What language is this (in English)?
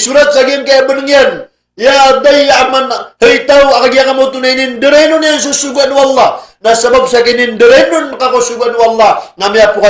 Maranao